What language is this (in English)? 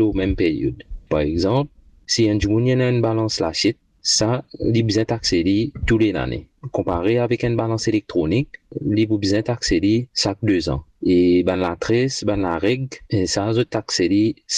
Morisyen